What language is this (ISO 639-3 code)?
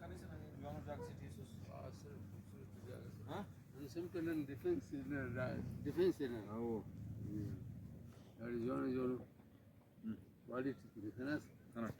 brh